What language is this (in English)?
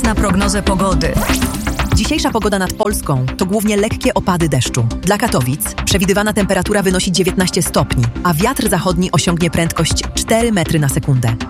Polish